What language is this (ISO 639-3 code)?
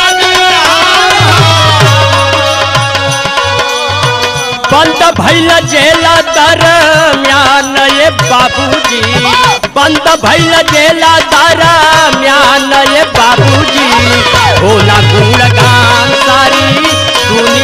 bho